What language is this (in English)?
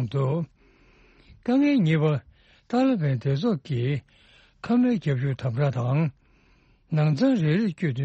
Tibetan